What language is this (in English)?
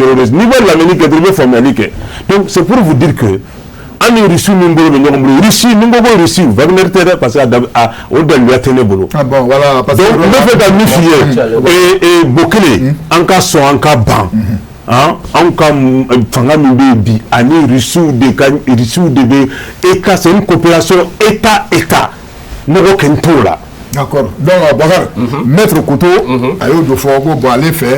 Bambara